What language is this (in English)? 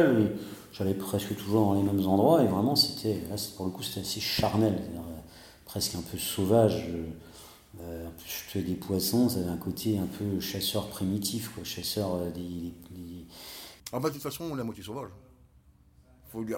French